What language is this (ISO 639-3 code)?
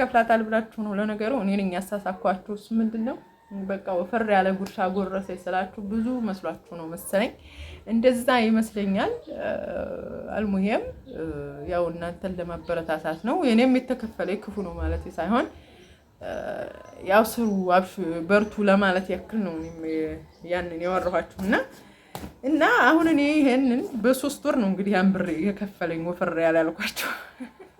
amh